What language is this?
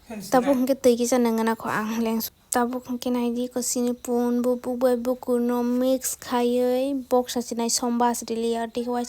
Kok Borok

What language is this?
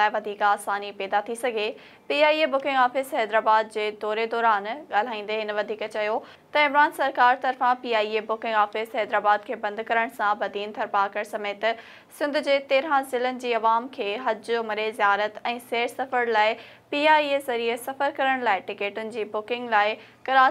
Sindhi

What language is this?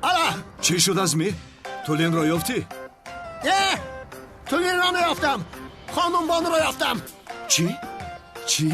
Tajik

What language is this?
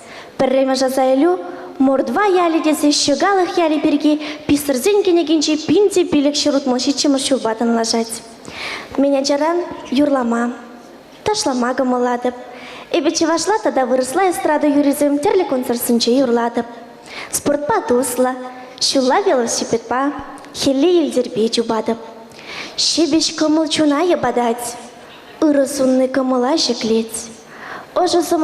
Chuvash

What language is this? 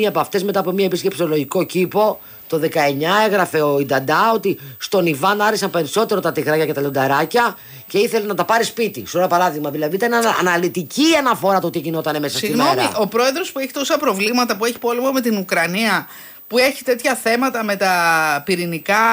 Greek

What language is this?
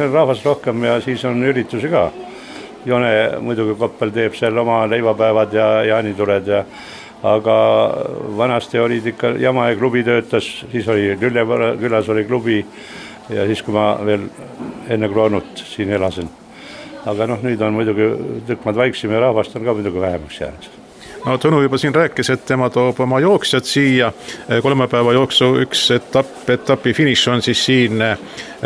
Estonian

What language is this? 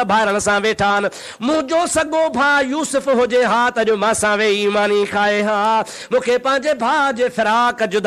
Sindhi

